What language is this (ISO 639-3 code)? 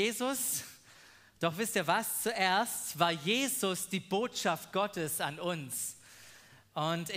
deu